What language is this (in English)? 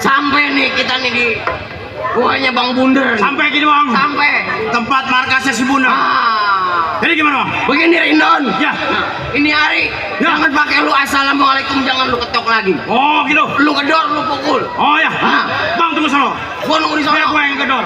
Betawi